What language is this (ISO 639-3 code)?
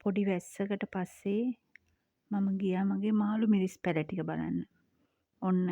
sin